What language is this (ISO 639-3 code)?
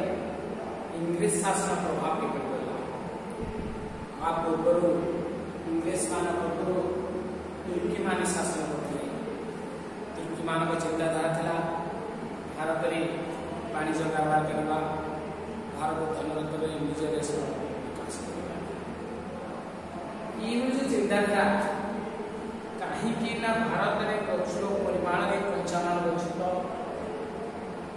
ori